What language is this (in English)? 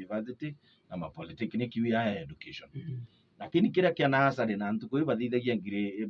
Meru